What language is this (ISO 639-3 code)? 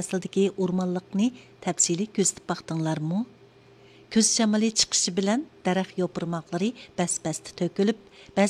uig